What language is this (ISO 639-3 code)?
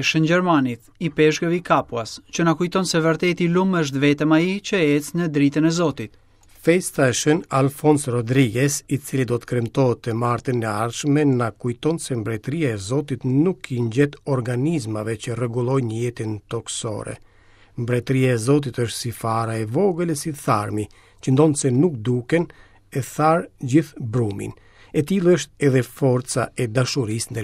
sqi